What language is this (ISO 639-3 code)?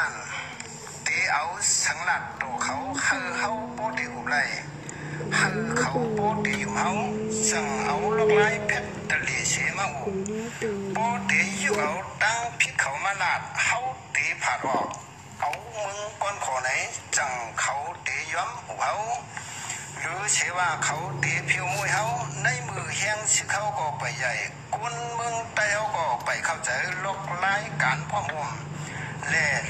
shn